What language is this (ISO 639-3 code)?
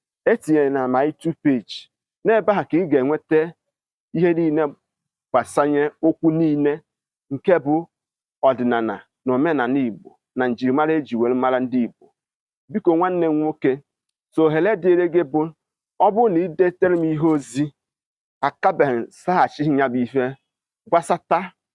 ibo